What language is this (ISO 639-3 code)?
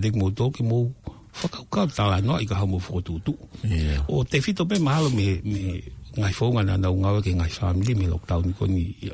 ton